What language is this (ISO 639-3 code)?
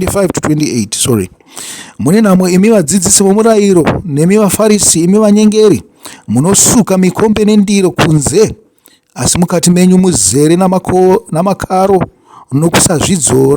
sna